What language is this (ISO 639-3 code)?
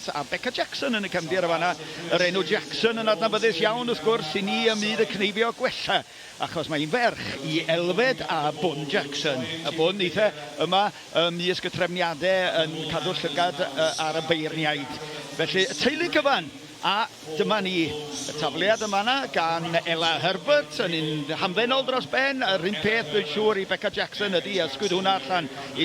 cym